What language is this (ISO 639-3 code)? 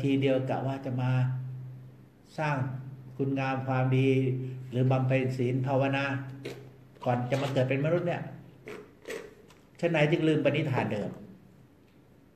tha